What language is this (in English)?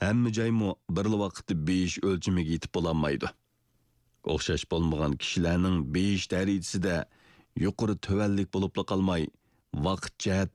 Uyghur